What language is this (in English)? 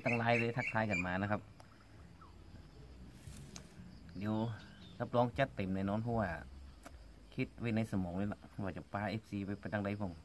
Thai